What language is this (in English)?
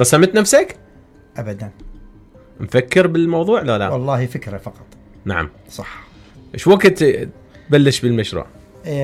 Mesopotamian Arabic